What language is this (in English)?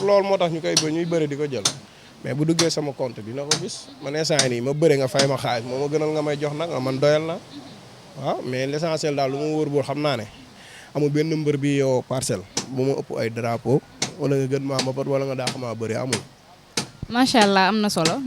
Wolof